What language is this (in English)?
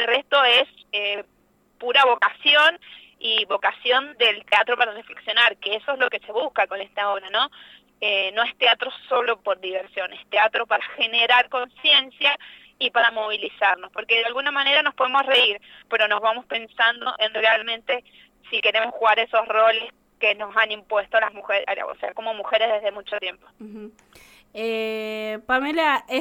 Spanish